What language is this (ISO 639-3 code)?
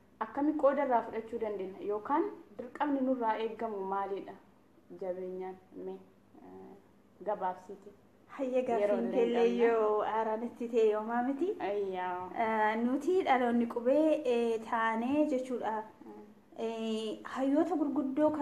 orm